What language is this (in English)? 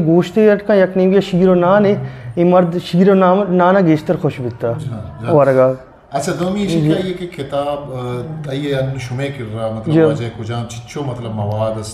Eastern Balochi